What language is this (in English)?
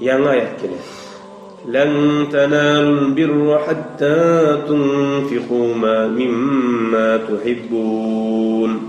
Kumyk